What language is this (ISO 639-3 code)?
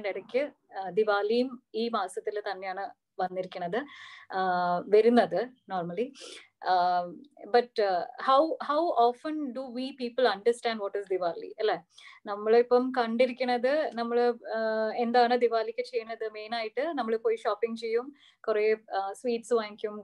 mal